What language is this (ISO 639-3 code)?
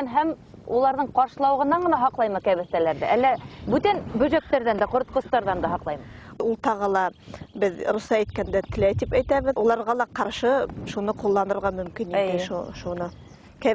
bak